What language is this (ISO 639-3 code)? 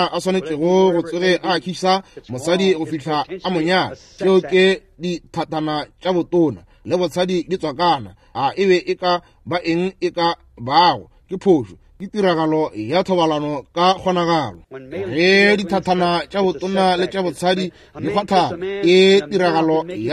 nso